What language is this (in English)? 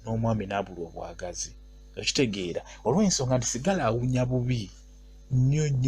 Ganda